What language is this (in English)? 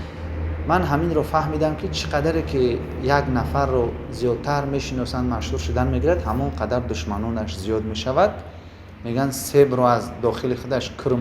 Tajik